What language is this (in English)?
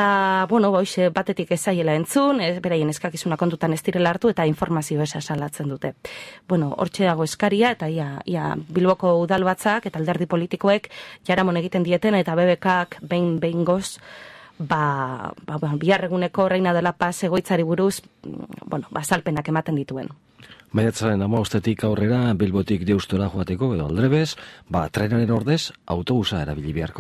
Basque